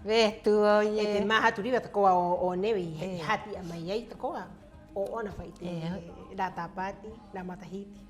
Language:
Rapanui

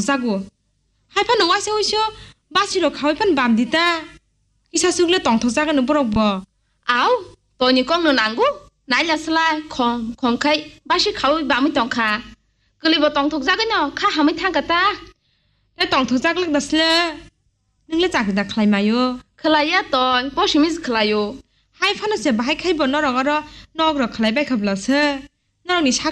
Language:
Kok Borok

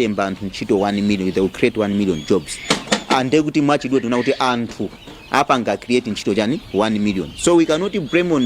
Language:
Nyanja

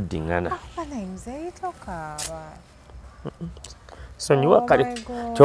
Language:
Ganda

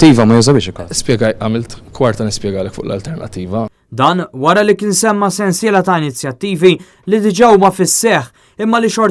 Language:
Maltese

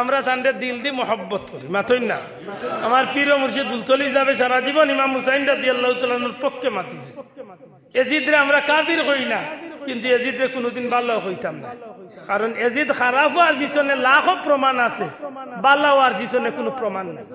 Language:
Sylheti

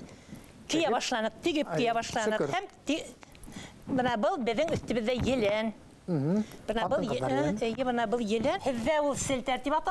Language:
Bashkir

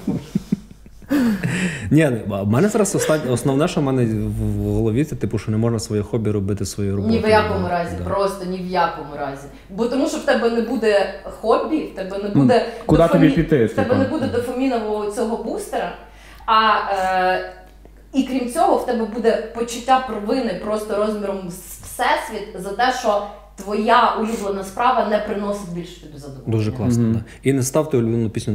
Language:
Ukrainian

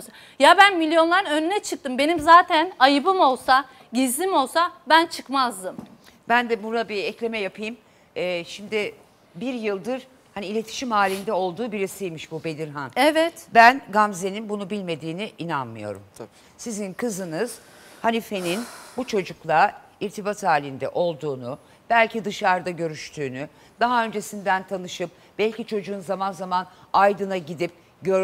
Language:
Turkish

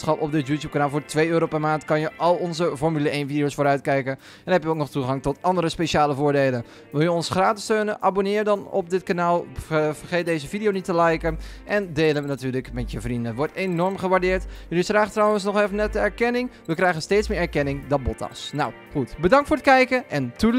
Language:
Dutch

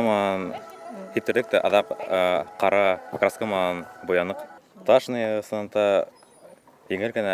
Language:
Bashkir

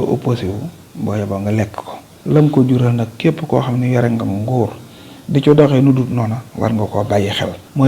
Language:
Wolof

